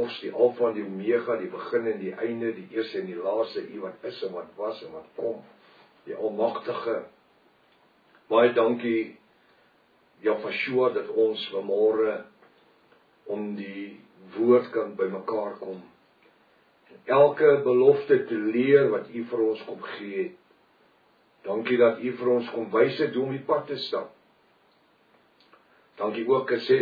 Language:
Afrikaans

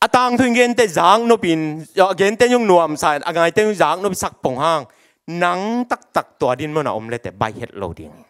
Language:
Tedim Chin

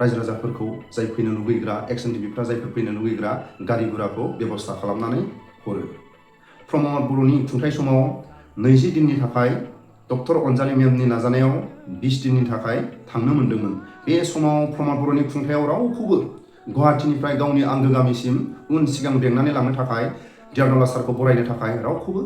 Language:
Bodo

